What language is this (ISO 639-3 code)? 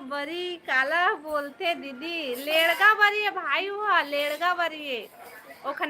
hne